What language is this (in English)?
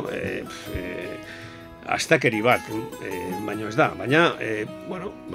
Basque